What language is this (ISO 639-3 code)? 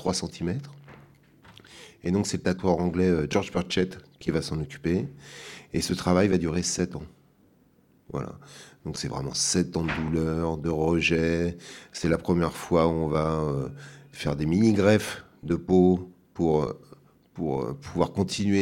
fra